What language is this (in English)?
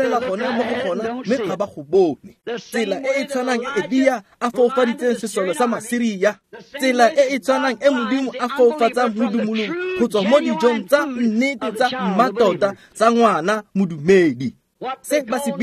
Tswana